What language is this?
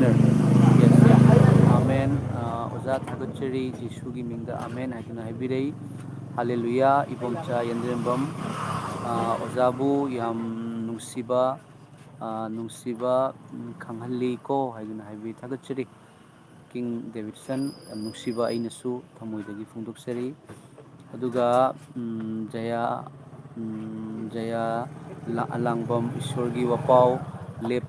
Manipuri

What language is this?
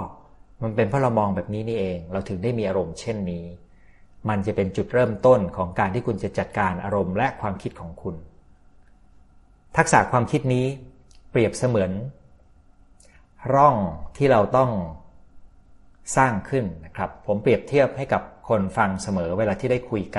Thai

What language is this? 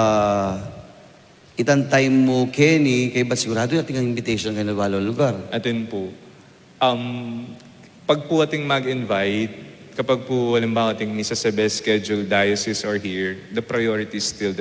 Pampanga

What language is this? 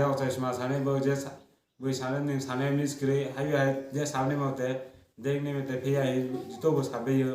Kok Borok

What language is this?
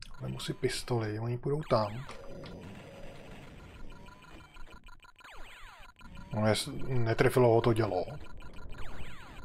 Czech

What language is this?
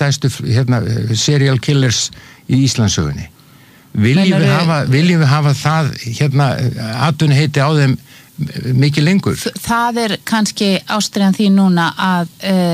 Icelandic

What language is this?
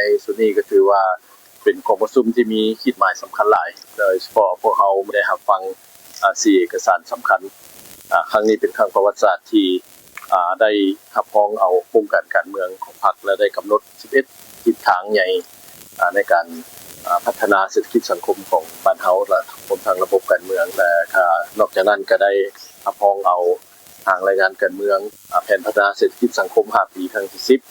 Lao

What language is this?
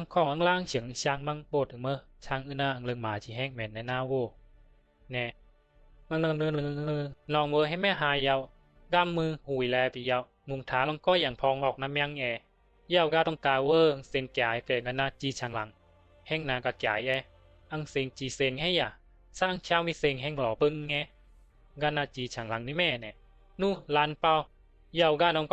Bisu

